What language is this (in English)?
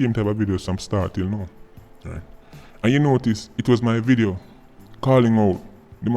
Jamaican Creole English